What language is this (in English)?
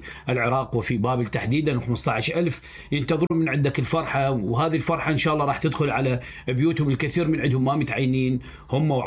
Mesopotamian Arabic